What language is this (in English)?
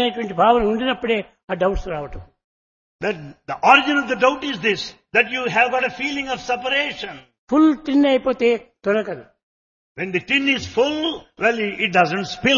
Telugu